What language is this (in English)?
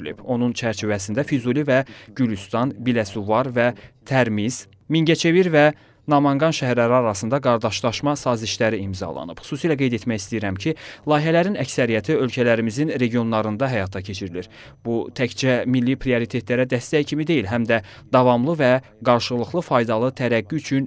Azerbaijani